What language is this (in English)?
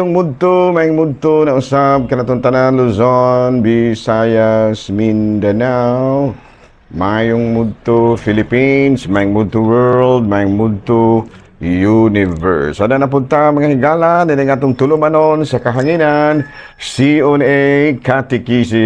Cebuano